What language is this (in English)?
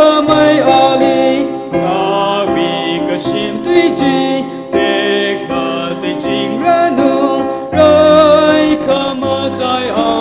Tangkhul Naga (India)